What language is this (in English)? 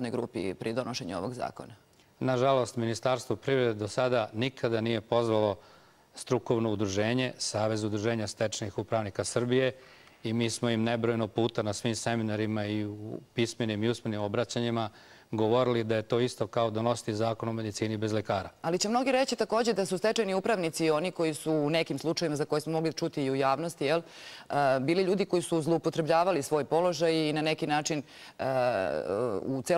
Serbian